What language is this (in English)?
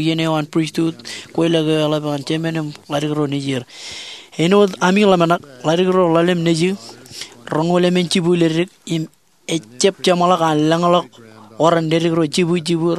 Marshallese